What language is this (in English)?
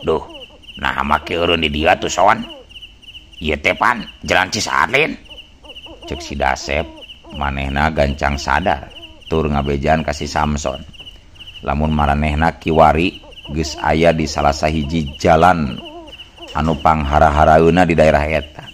Sundanese